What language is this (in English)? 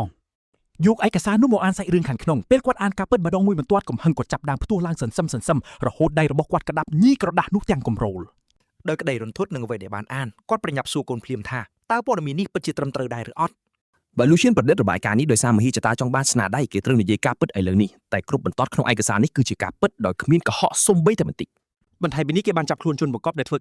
Khmer